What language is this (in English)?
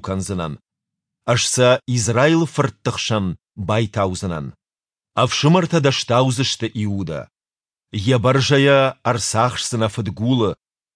Ossetic